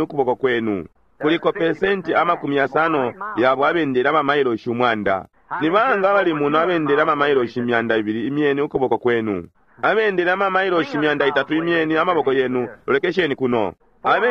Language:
Bemba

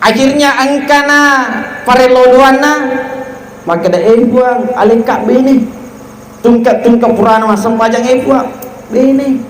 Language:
Buginese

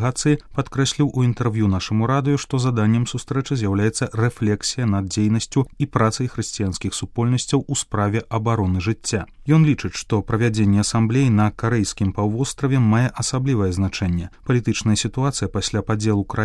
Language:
Belarusian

